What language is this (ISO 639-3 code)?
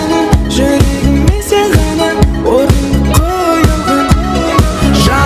kaa